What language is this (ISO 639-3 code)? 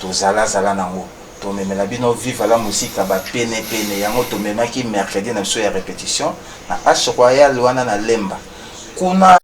lin